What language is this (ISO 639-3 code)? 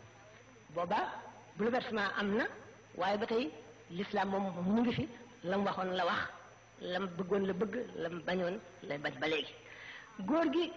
wol